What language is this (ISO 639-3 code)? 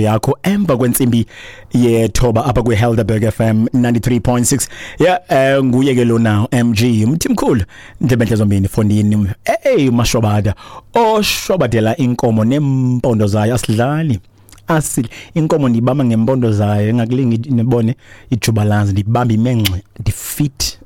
xho